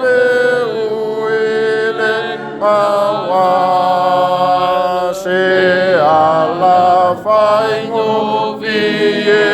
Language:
Samoan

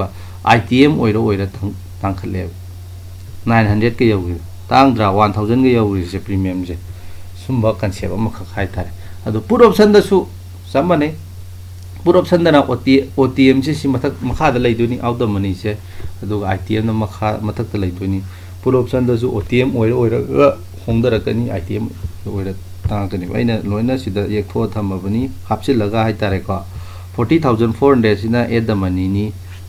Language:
Manipuri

